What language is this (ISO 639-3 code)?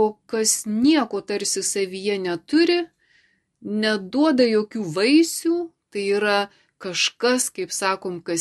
lit